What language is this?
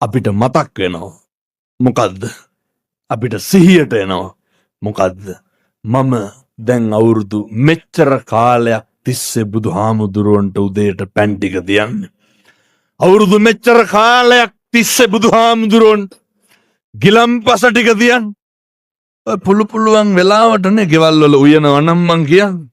Sinhala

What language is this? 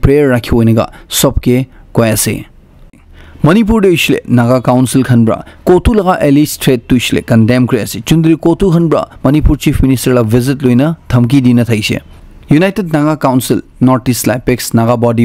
Naga Pidgin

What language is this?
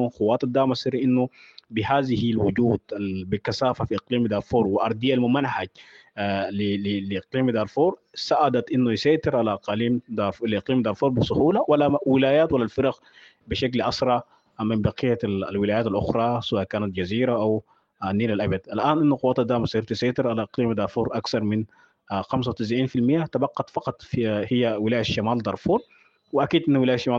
Sudanese Arabic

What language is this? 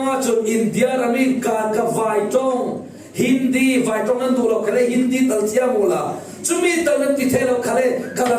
Falam Chin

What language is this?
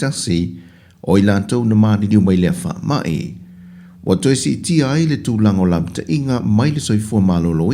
Samoan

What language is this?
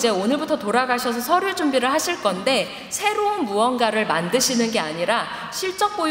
Korean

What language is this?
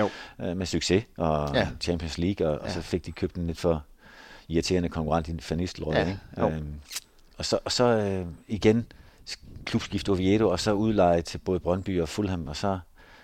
Danish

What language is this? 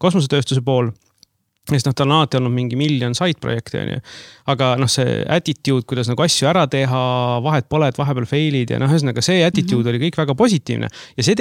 Estonian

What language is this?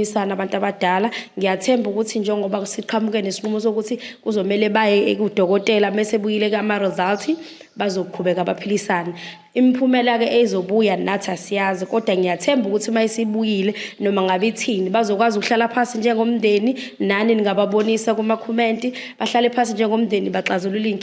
Zulu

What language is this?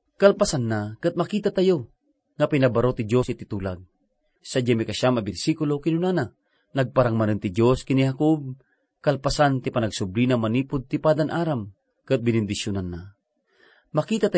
Iloko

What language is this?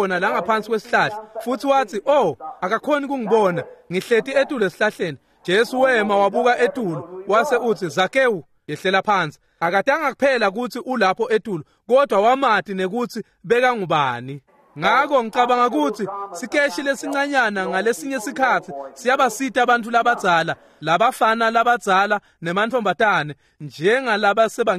Swati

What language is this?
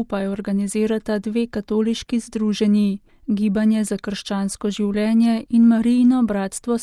Slovenian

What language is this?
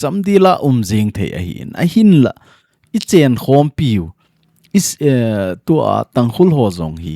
Thado Chin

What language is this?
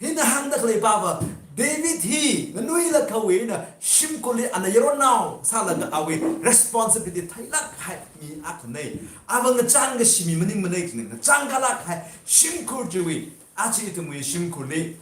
Tangkhul Naga (India)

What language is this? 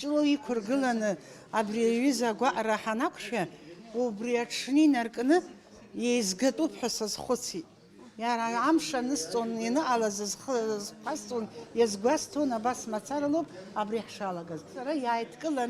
Abkhazian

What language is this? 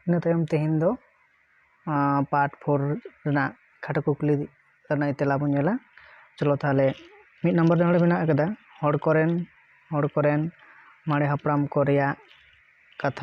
Santali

